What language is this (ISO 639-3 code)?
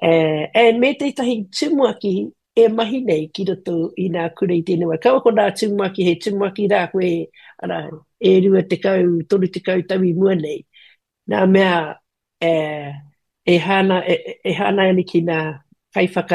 mri